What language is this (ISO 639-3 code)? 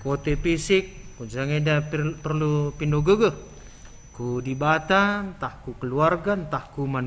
btx